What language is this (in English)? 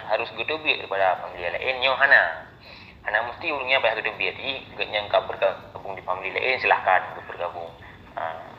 Achinese